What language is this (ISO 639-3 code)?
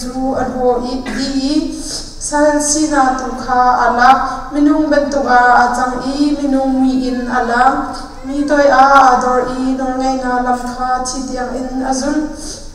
cnh